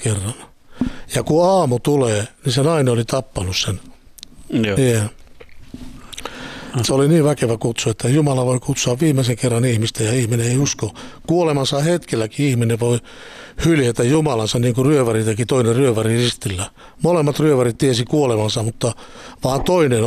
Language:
Finnish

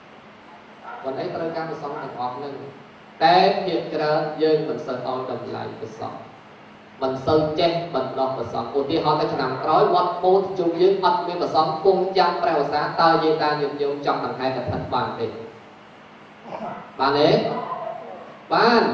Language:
Khmer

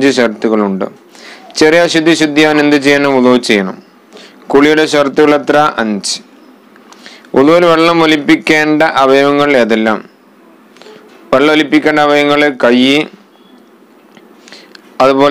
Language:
Malayalam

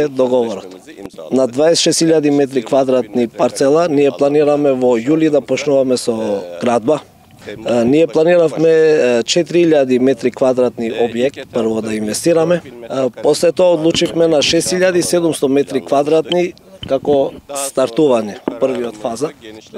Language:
Macedonian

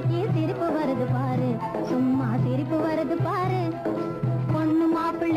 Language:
Tamil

